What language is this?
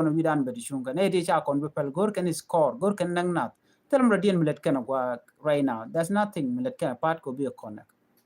Nuer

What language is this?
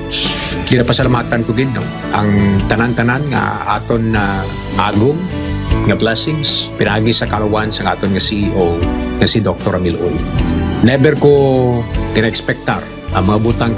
Hiligaynon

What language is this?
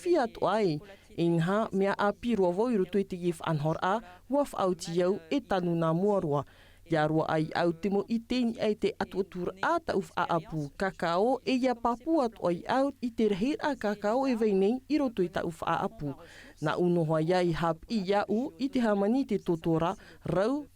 Tahitian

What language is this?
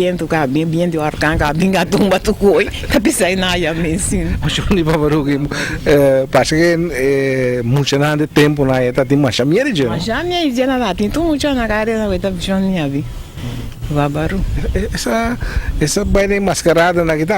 Papiamento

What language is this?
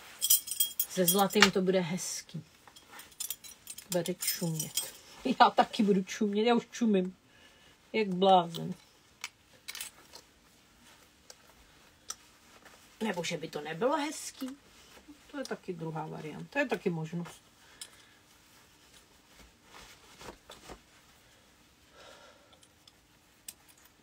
Czech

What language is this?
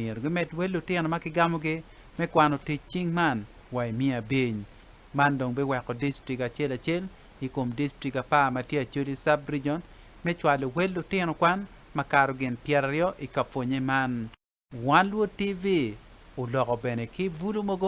Acoli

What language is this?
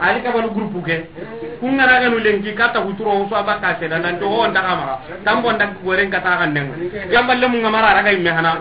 Soninke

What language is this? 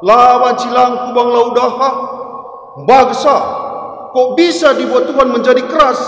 Batak Karo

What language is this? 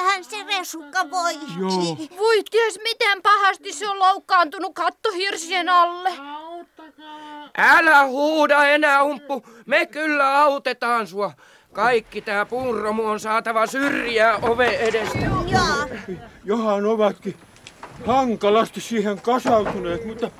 Finnish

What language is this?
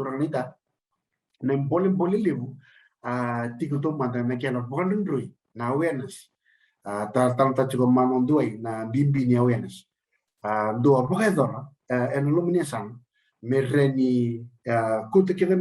Fijian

